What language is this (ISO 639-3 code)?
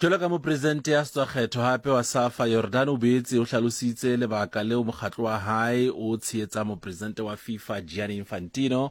sot